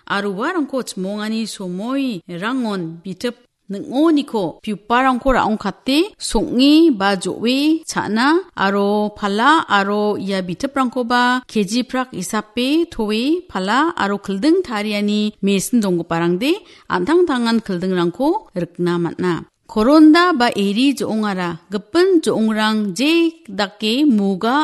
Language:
Garo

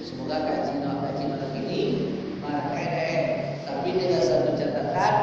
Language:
Minangkabau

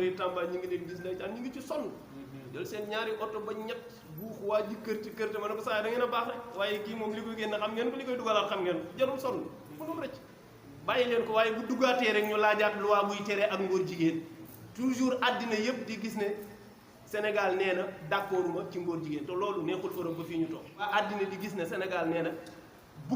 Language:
Wolof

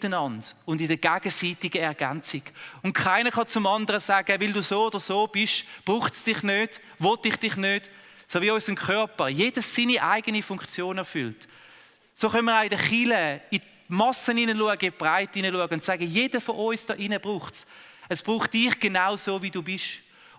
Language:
Swiss German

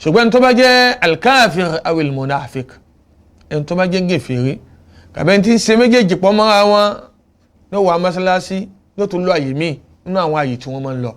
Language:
Yoruba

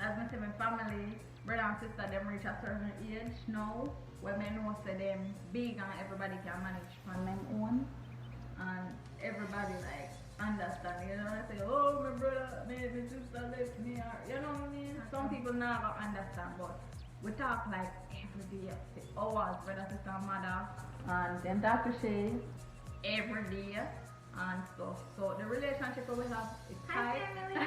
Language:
Jamaican Creole English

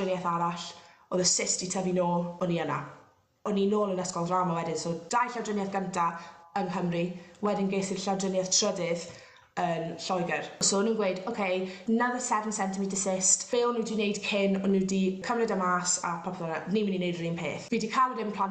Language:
Welsh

